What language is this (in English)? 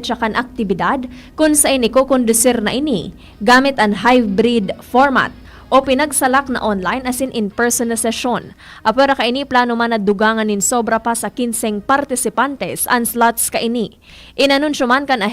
Bikol